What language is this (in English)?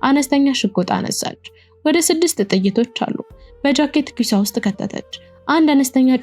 Amharic